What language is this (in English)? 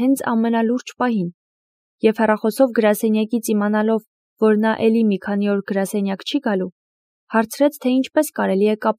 Armenian